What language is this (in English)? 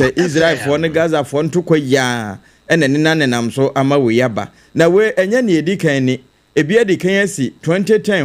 Akan